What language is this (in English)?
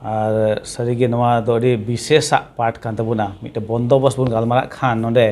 Santali